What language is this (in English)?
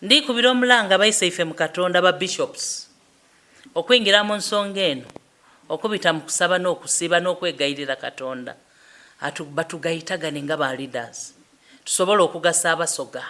Soga